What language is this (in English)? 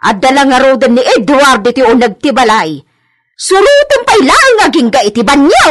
Iloko